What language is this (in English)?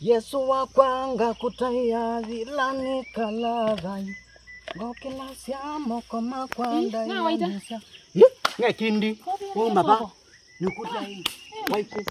Kamba